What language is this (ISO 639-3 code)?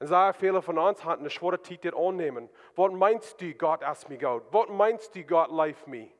pdt